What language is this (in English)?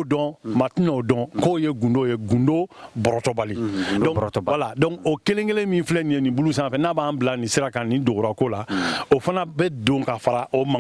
Bambara